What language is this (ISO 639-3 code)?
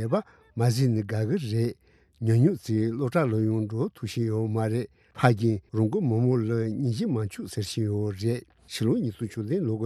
bod